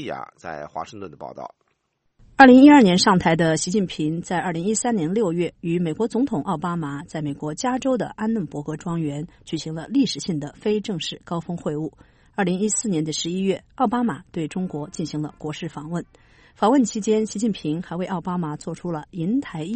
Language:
Chinese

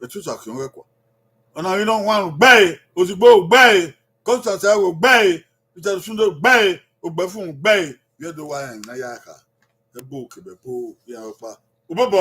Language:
Bini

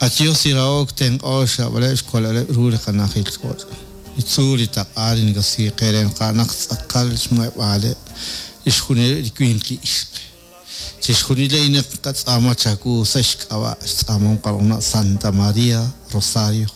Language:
Kekchí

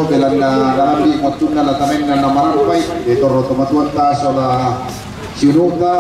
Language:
Toraja-Sa'dan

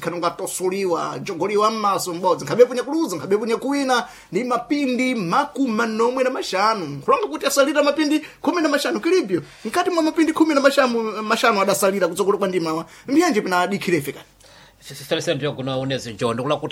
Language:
Sena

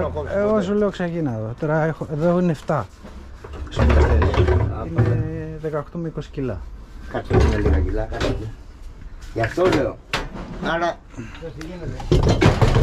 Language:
Greek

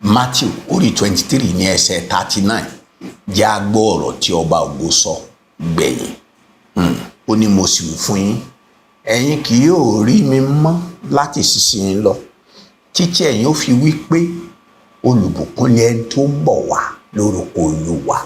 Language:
Yoruba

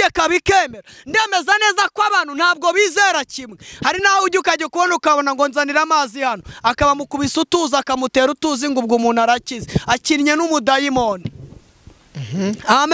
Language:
Kinyarwanda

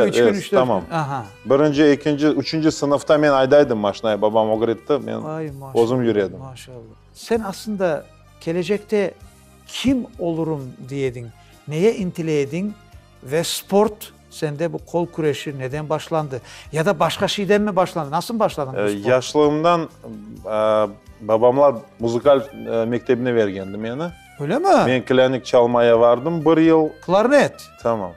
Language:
Crimean Tatar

